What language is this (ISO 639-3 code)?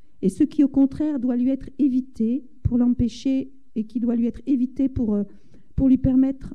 fra